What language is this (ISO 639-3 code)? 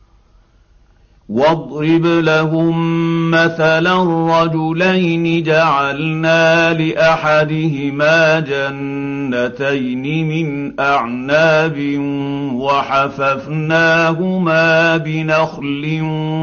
ara